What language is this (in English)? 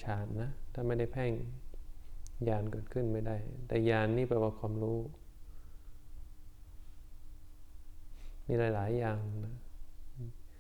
Thai